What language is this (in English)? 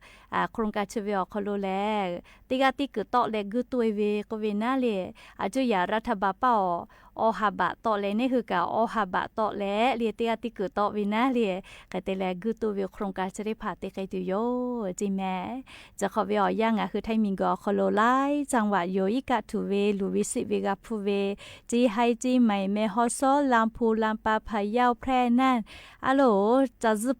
Lahu